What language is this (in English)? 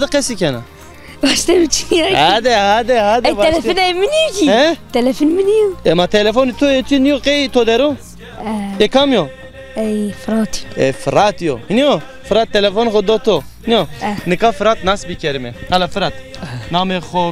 Zaza